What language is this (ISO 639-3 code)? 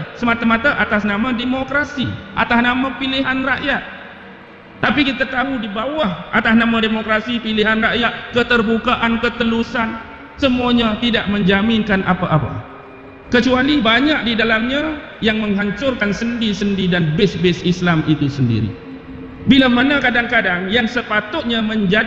msa